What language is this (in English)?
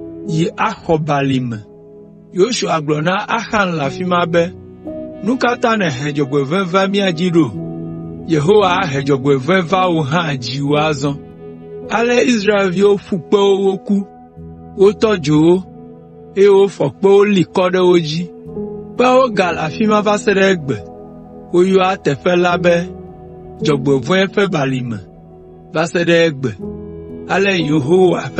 Ewe